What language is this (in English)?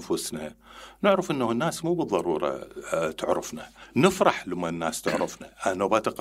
Mesopotamian Arabic